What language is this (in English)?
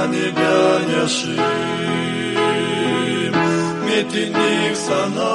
Gagauz